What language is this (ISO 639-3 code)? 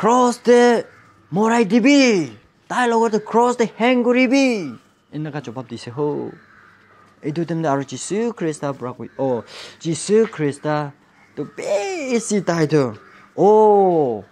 nag